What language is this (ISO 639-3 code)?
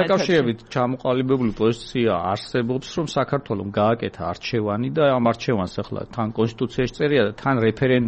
kat